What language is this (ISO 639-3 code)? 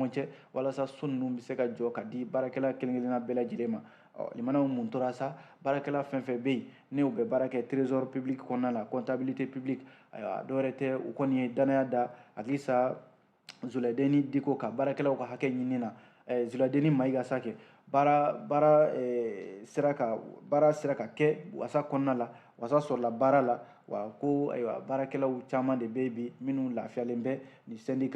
bam